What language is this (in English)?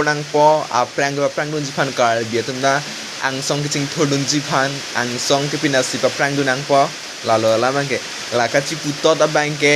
Karbi